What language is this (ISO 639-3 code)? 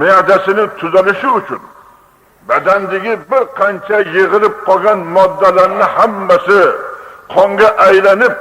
uzb